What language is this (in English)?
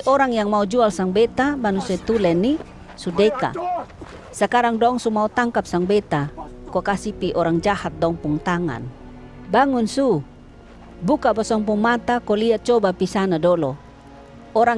Kupang Malay